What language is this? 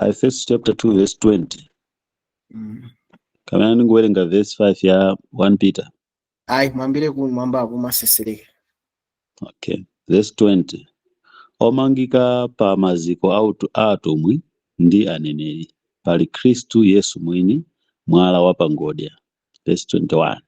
Nyanja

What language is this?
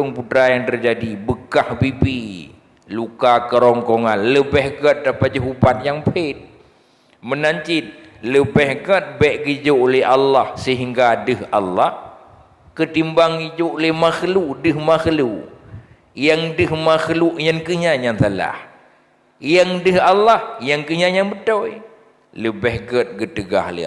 Achinese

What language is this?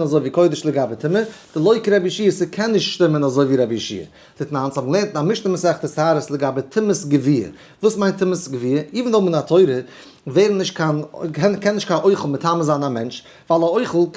Yiddish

